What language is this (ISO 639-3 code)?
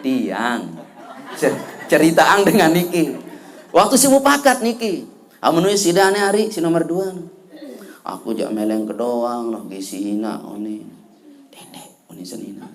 sas